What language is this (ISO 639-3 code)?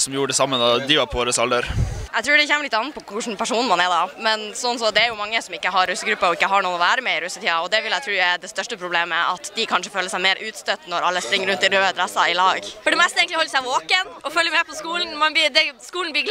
nor